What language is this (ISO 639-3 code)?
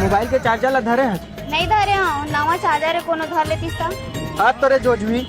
hne